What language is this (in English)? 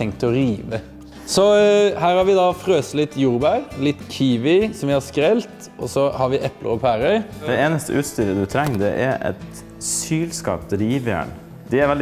Norwegian